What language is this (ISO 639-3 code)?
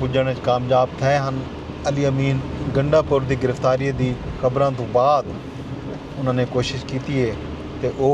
skr